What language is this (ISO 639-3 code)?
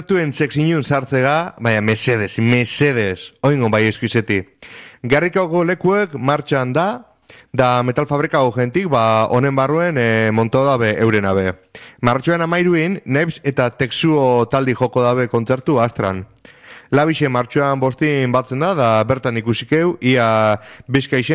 eus